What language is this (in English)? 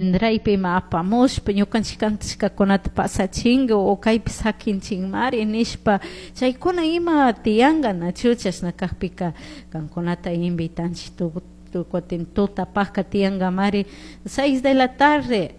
Chimborazo Highland Quichua